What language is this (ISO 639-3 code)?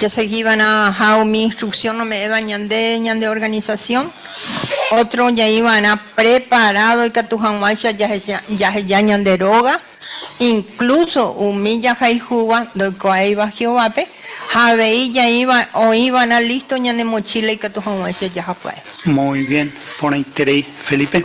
grn